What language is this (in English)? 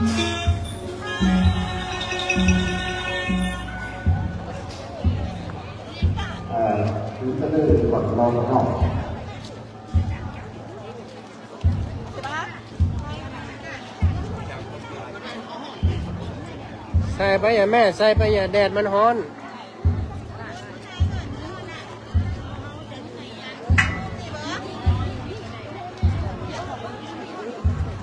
Thai